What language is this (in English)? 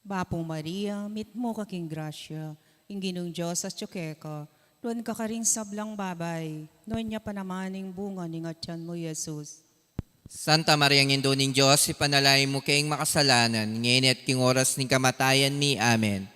Pampanga